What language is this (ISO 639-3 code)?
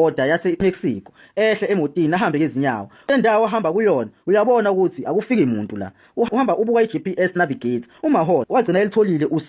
zul